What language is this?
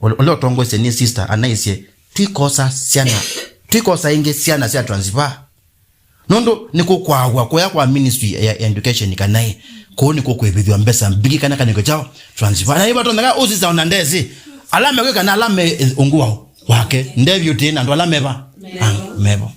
Kamba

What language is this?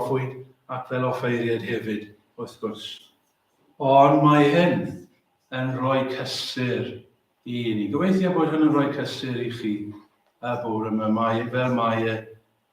Welsh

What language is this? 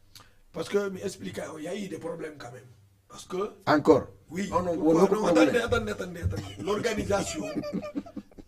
Fula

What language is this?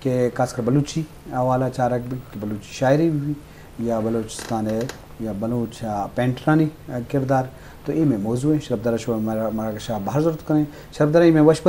Eastern Balochi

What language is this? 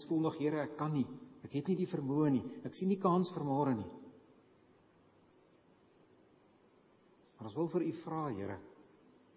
Afrikaans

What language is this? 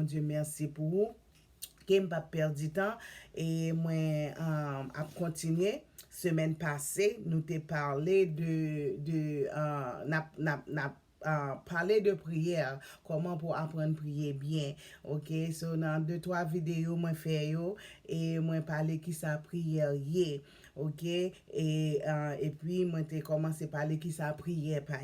Haitian Creole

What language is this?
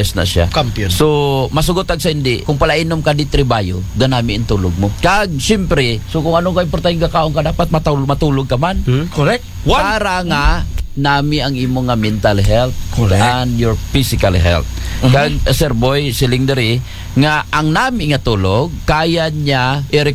Aklanon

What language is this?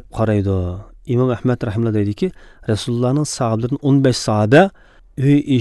Tatar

